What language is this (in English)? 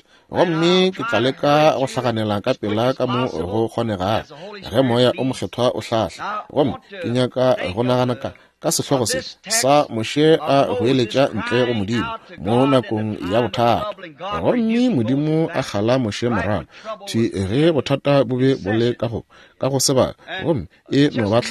Northern Sotho